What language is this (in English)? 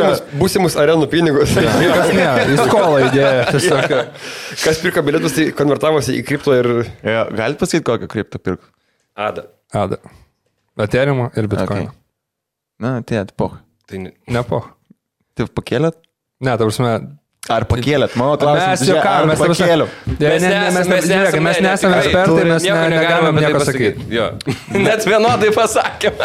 Lithuanian